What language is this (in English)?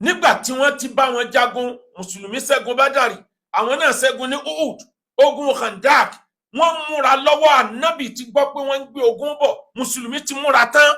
Yoruba